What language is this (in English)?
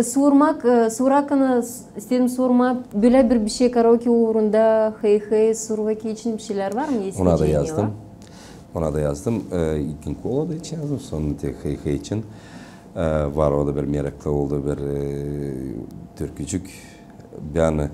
Gagauz